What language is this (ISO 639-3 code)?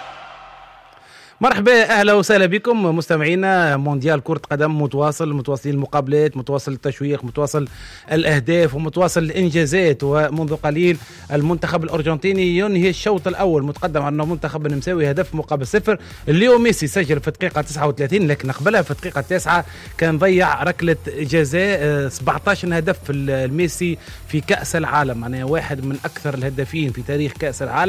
ara